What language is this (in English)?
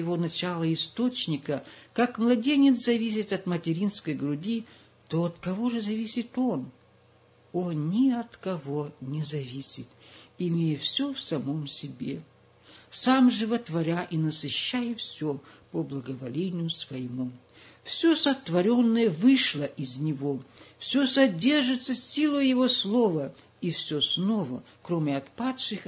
Russian